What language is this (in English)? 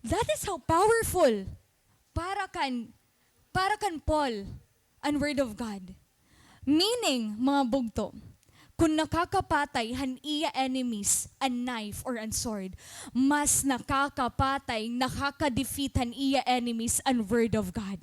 Waray